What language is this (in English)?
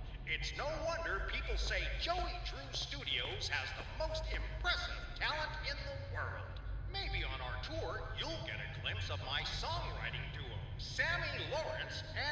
English